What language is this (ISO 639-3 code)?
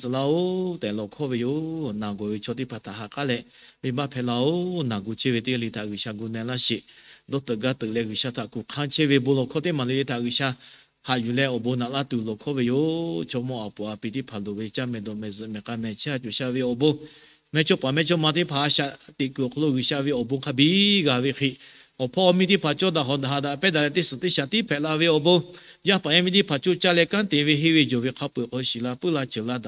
lhu